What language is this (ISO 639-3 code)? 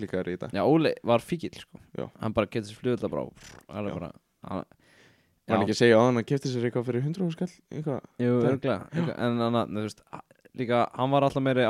isl